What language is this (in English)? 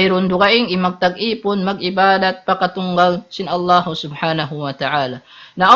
Tausug